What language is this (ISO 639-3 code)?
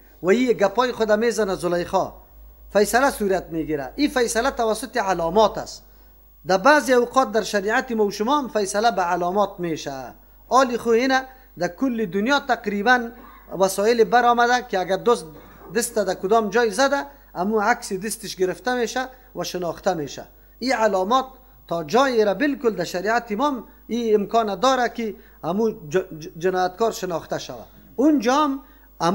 fas